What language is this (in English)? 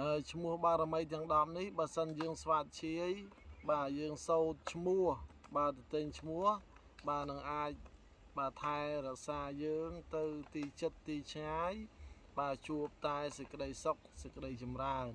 Khmer